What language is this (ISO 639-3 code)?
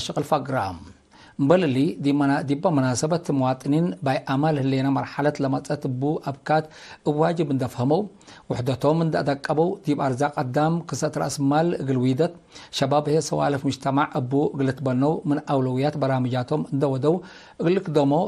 tig